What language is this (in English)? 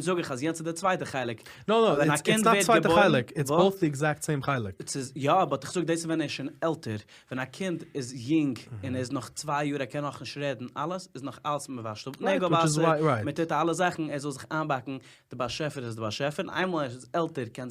Yiddish